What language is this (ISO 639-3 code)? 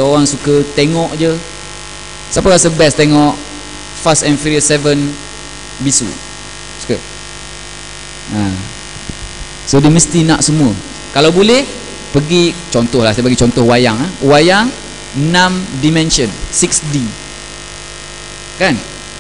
msa